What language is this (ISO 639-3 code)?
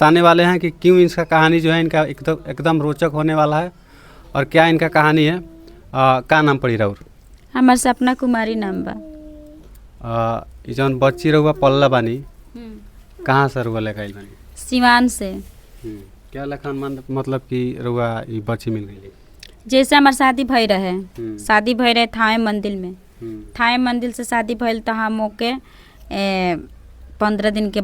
bho